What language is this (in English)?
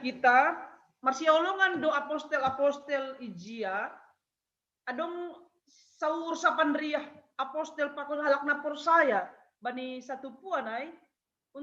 Batak Simalungun